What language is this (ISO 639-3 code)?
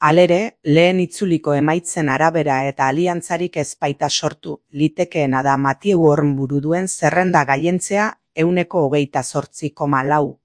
eus